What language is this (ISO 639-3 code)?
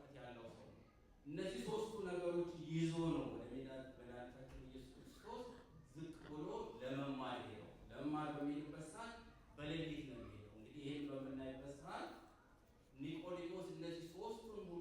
amh